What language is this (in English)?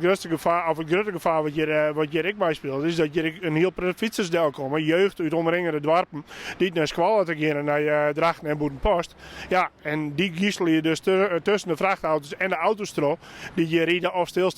Western Frisian